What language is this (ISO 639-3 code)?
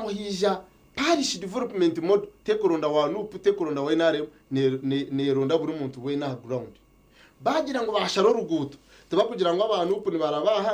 nyn